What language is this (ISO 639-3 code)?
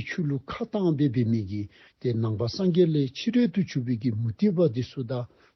dzo